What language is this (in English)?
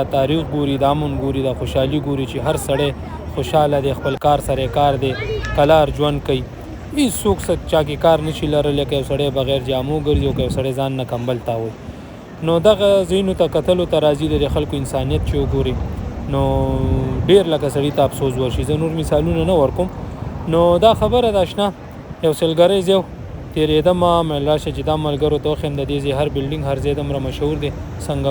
Pashto